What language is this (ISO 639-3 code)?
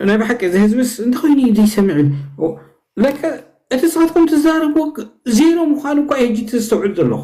tir